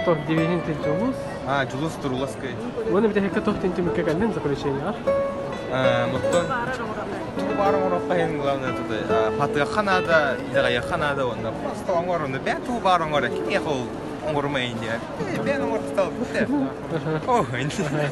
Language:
Yakut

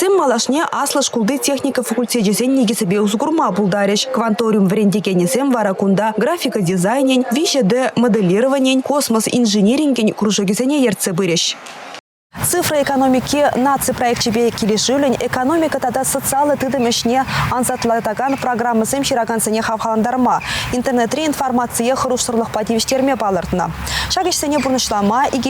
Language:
Chuvash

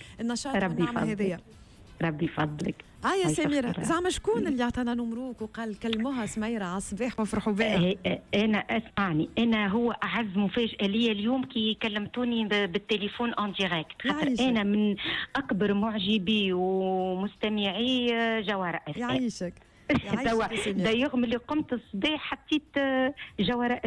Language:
Tunisian Arabic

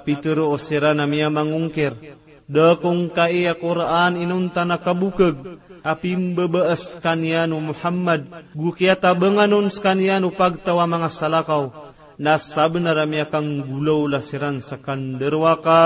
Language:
Maranao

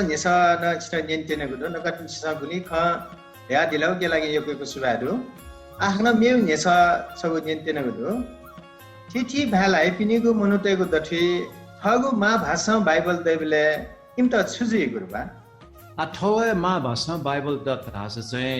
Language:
Newari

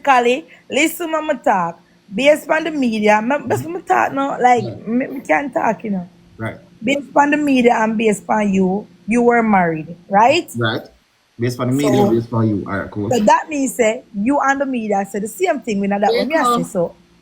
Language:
Jamaican Creole English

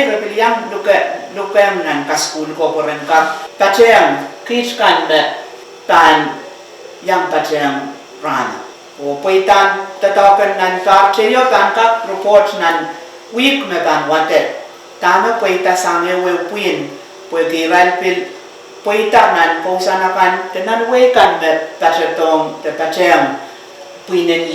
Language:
Pohnpeian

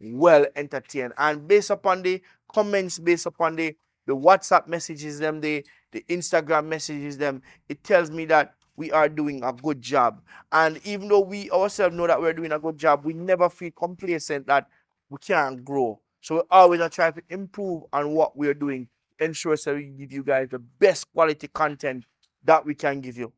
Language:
Jamaican Creole English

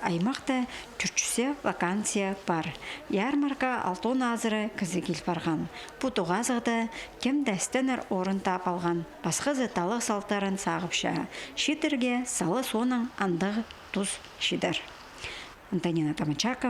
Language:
Khakas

